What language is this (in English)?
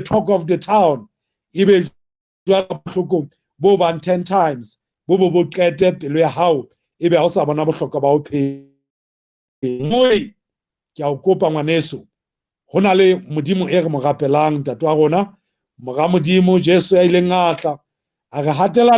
Southern Sotho